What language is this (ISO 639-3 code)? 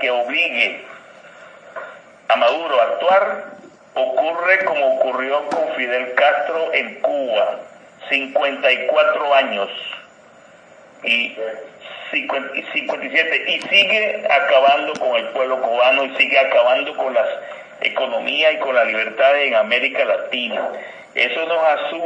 spa